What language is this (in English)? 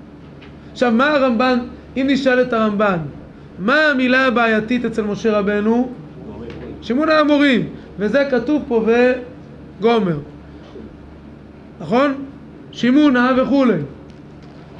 Hebrew